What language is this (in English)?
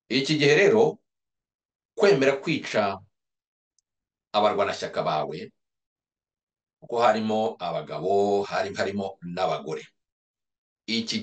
Kinyarwanda